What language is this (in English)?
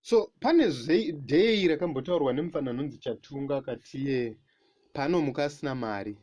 Shona